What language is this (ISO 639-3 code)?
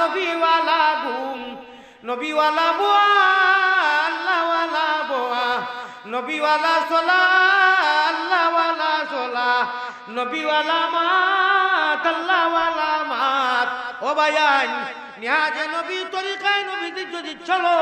syl